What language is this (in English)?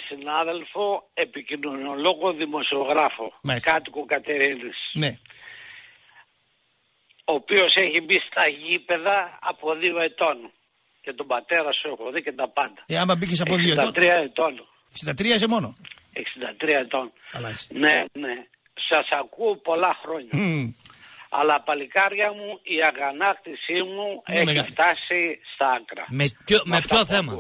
Greek